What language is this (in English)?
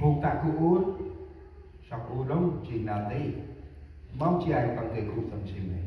Central Mnong